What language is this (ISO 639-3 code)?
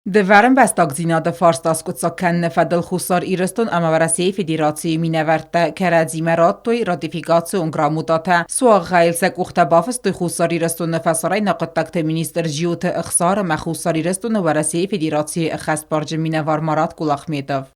oss